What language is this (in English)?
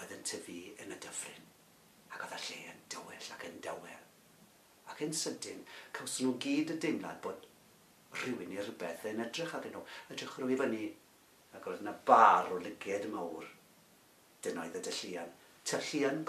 Welsh